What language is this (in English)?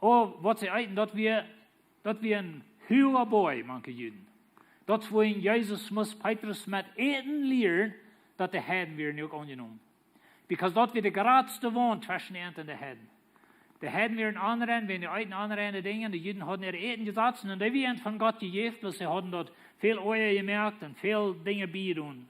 Plautdietsch